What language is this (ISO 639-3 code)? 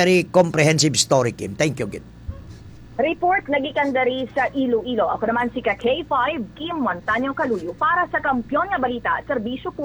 hil